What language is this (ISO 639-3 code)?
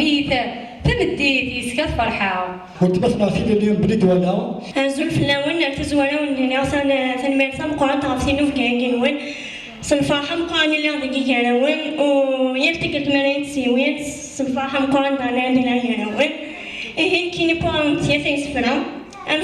kab